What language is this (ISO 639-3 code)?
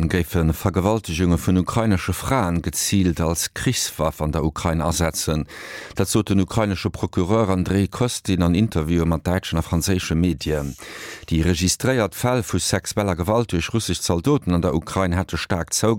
ltz